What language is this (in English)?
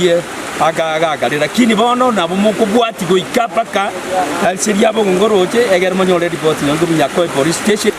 Gusii